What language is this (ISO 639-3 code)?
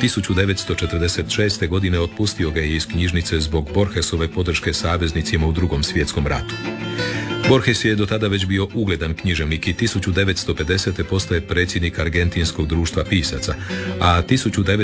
hrv